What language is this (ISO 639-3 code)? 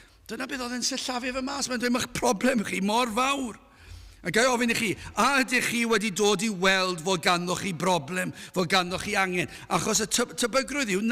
cym